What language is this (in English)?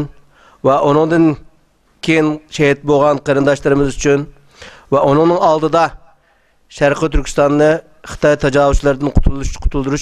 Uyghur